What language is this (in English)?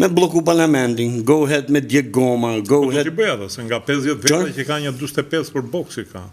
Albanian